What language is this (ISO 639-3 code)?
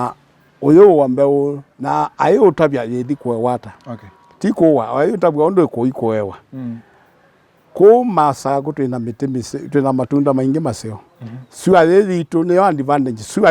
kam